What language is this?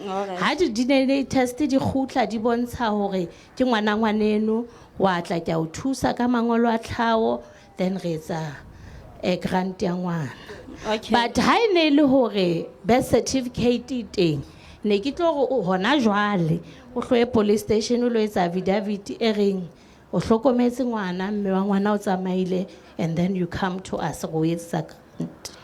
Southern Sotho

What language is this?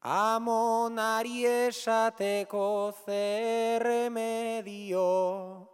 Basque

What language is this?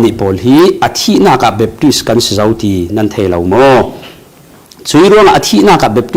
Falam Chin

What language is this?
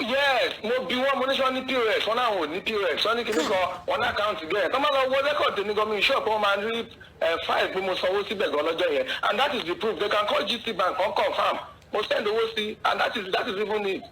Yoruba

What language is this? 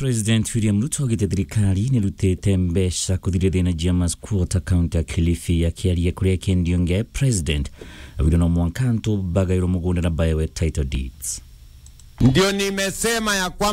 Meru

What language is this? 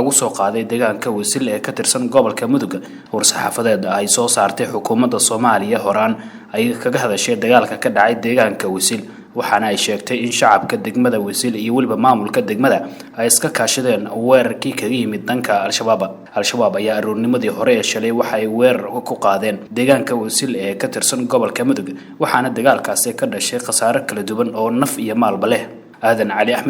Somali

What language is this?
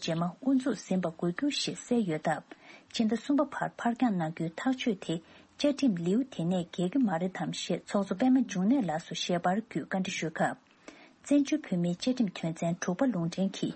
Tibetan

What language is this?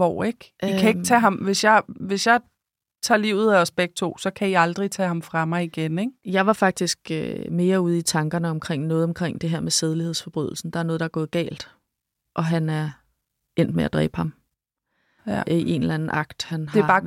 Danish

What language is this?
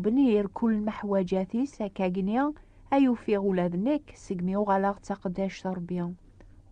Kabyle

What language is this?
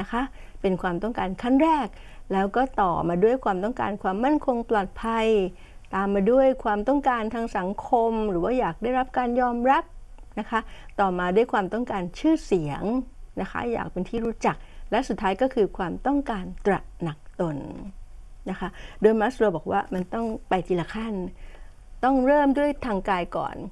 Thai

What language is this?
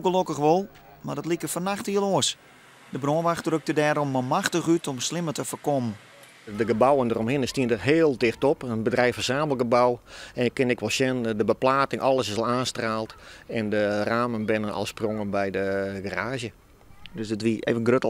Western Frisian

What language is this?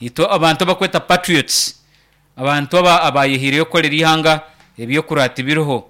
Nyankole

